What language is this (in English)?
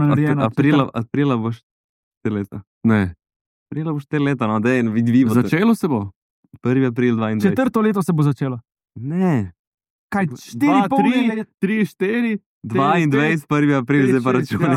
Slovenian